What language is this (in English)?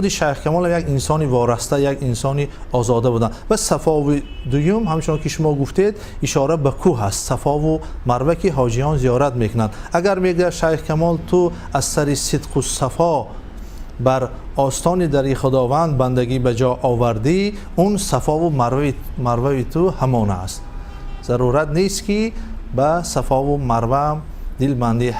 Tajik